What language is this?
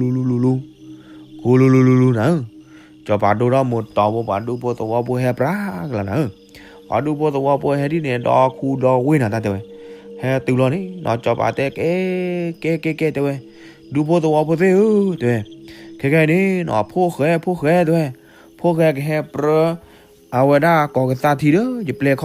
S'gaw Karen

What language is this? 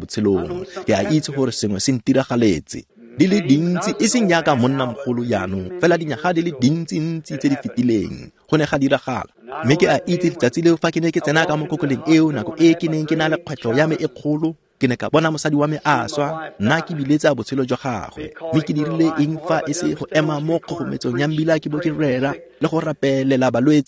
Tswana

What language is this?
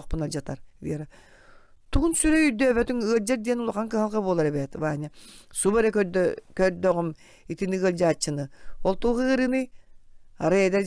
Yakut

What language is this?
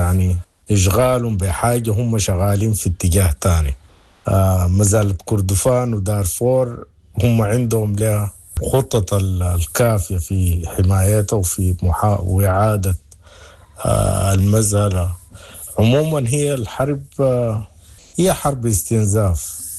Sudanese Arabic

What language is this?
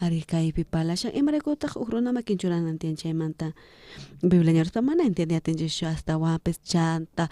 South Bolivian Quechua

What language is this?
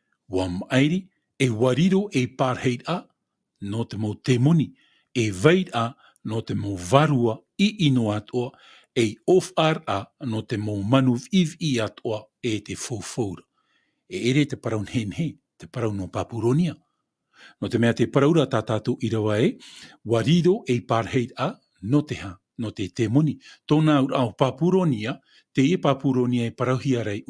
Tahitian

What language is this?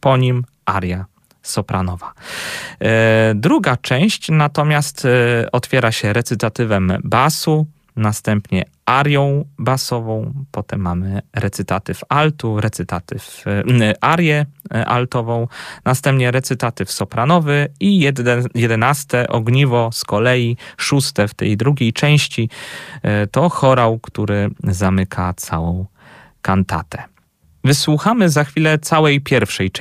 Polish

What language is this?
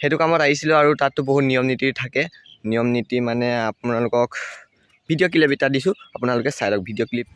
Assamese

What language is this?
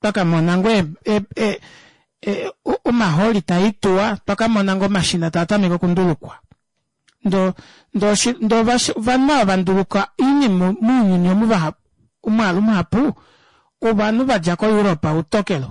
Kuanyama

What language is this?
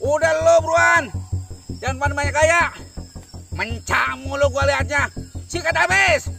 Betawi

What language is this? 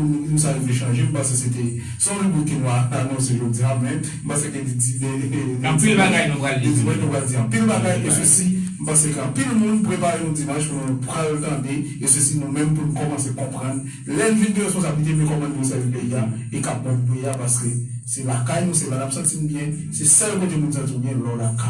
Haitian Creole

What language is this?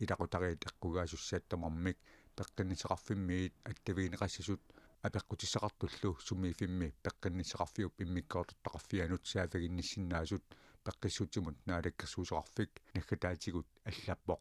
Kalaallisut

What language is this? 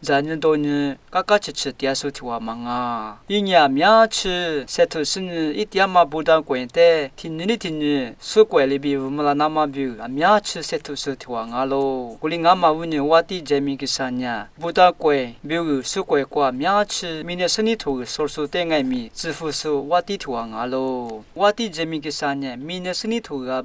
Lisu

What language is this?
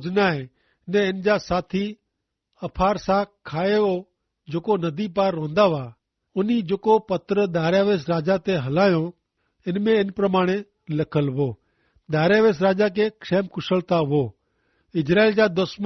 Kachhi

